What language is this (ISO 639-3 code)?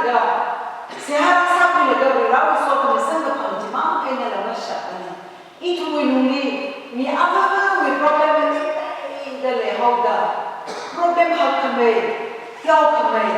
nmf